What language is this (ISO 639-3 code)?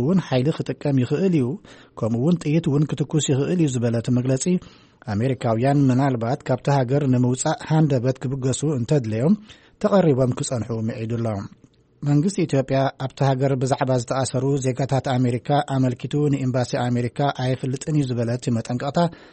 tir